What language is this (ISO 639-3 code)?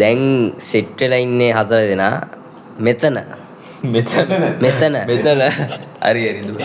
sin